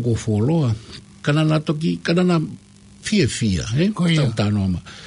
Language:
Tongan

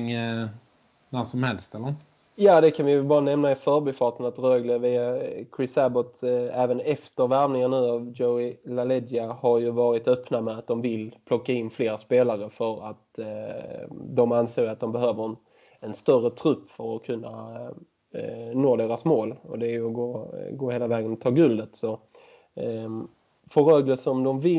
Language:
Swedish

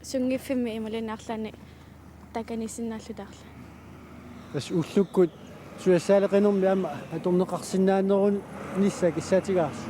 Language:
Kalaallisut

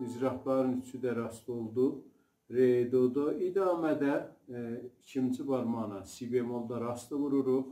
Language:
South Azerbaijani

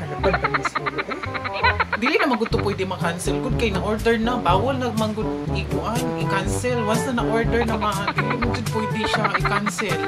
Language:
Cebuano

